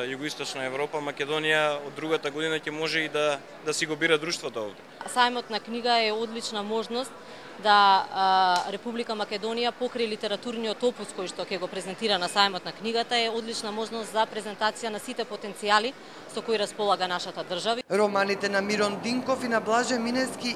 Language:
Macedonian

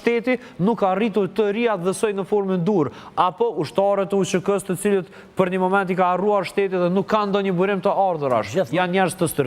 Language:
Albanian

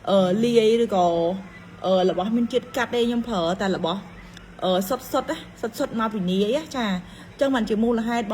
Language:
Khmer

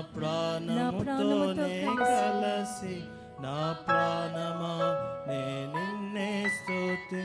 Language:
Telugu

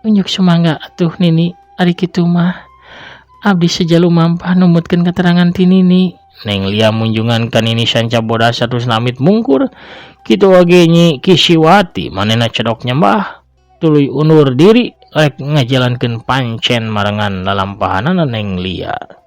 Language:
Sundanese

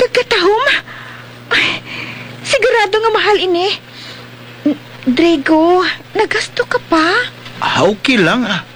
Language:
Hiligaynon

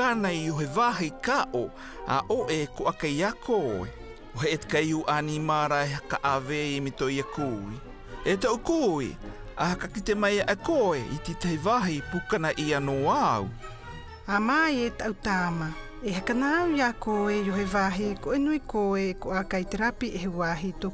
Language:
South Marquesan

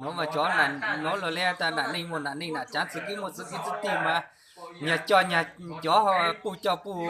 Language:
Hmong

